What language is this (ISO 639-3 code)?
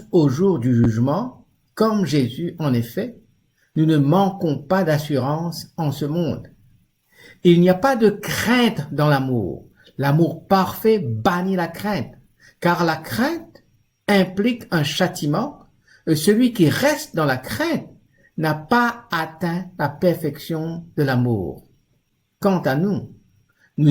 mfe